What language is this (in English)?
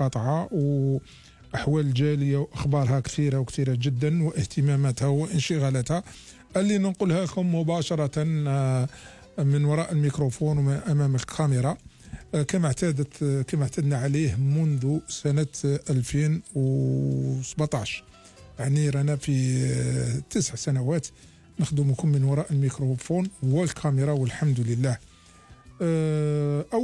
Algerian Arabic